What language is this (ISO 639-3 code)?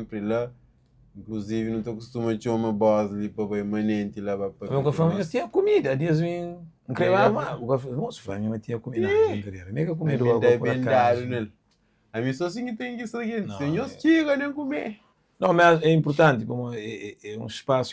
kea